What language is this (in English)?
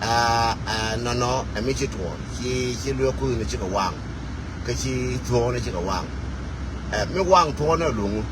Nuer